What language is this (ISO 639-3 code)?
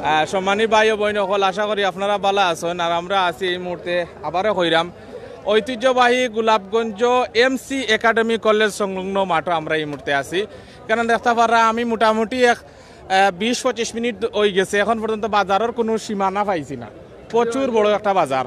syl